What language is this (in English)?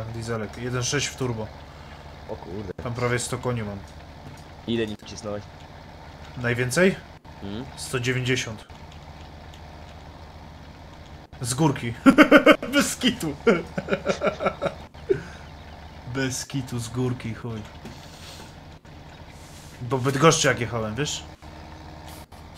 Polish